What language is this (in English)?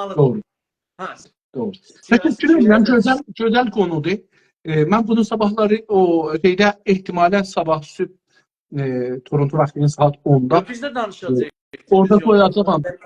South Azerbaijani